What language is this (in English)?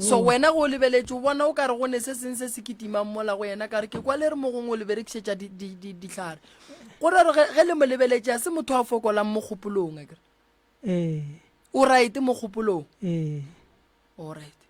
Northern Sotho